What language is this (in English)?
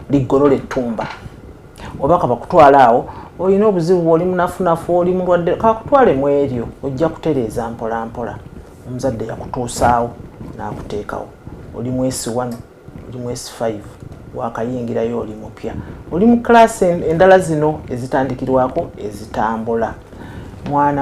Ganda